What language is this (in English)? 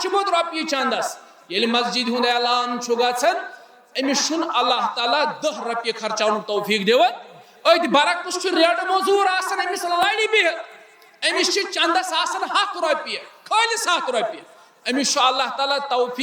Kashmiri